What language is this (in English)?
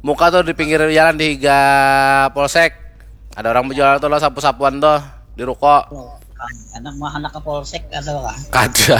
Banjar